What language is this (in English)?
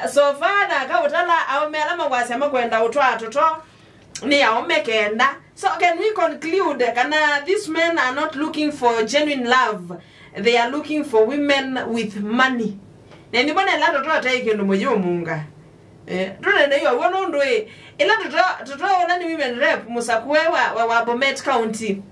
Kamba